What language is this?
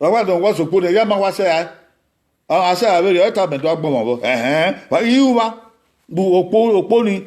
Bini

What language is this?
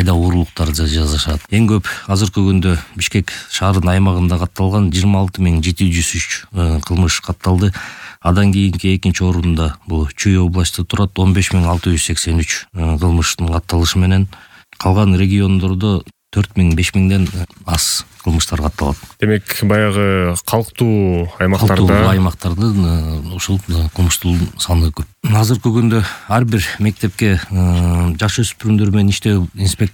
Kyrgyz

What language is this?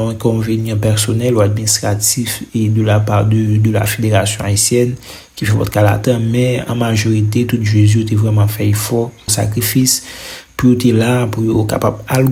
Haitian Creole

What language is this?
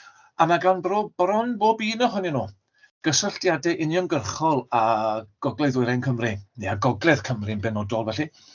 Welsh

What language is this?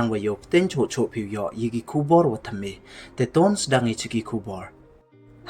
Pnar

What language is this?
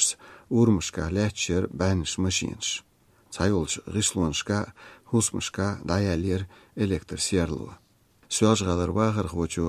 Chechen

